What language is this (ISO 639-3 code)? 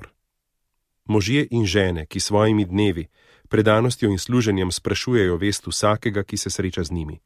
slv